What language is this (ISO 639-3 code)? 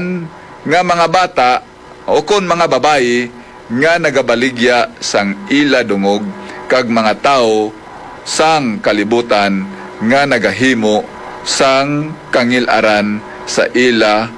hil